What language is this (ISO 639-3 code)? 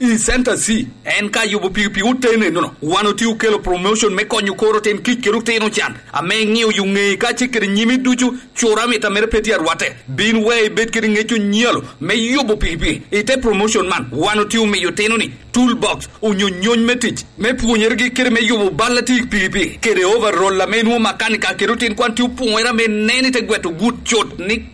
laj